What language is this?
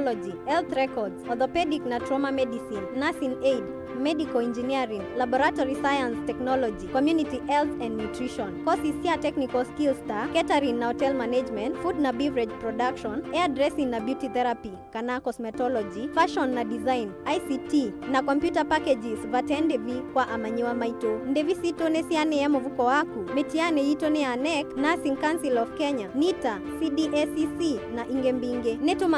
Kamba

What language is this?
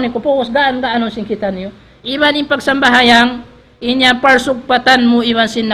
Tausug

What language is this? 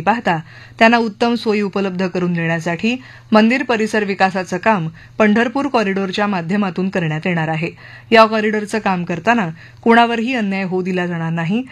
Marathi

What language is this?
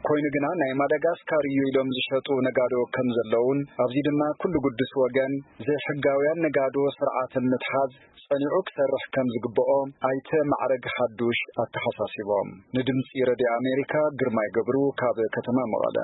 Tigrinya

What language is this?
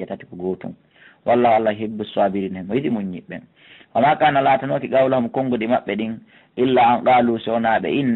Fula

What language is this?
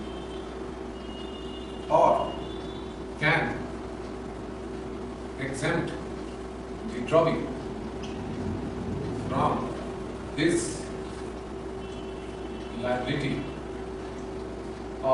Hindi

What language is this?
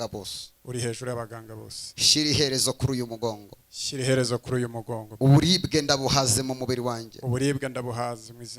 Kinyarwanda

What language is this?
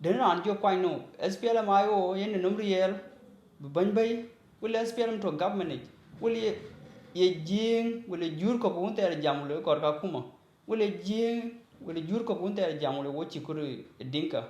Dinka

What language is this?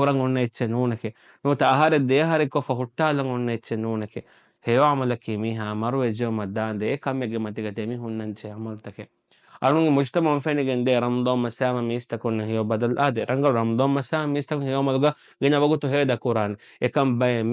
Divehi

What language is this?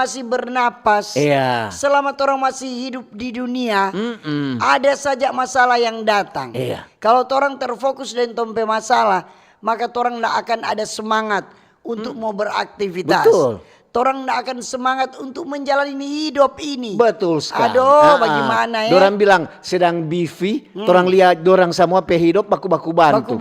Manado Malay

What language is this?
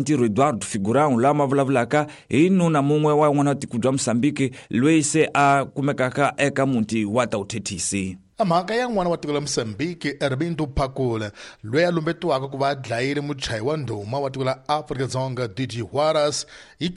Tsonga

